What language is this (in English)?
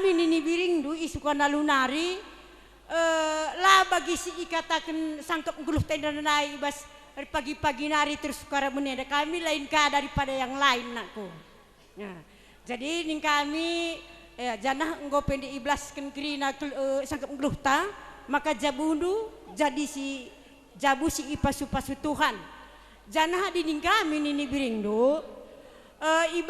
Batak Karo